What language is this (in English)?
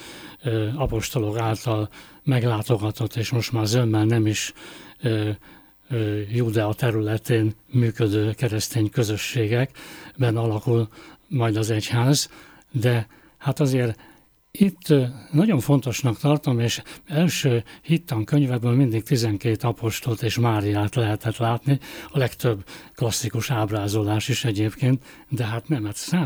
Hungarian